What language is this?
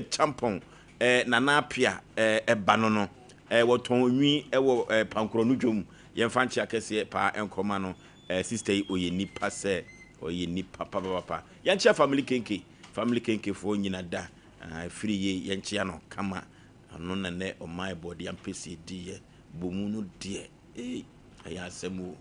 Akan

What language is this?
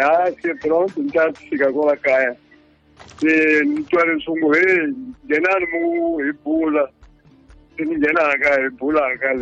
Tsonga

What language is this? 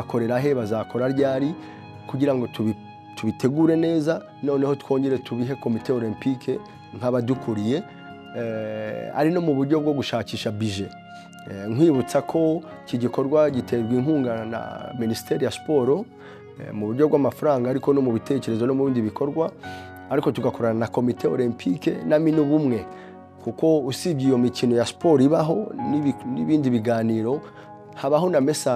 Kinyarwanda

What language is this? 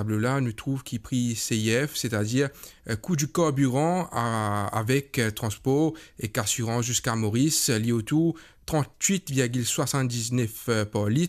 Morisyen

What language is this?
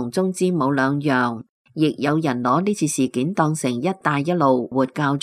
Cantonese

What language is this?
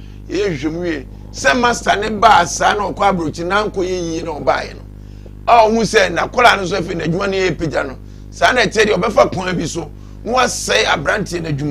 Akan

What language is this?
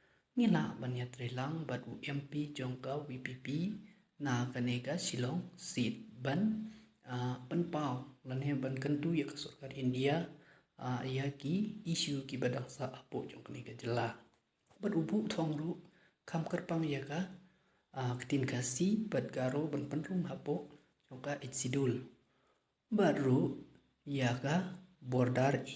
Khasi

